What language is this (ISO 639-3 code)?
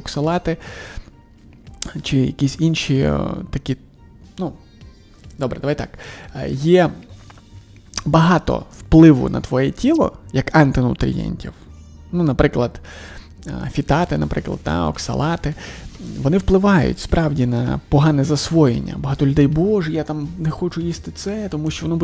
ukr